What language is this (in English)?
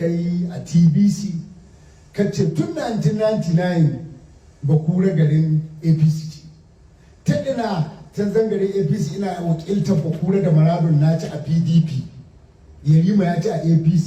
Hausa